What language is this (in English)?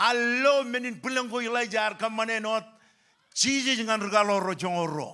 Marshallese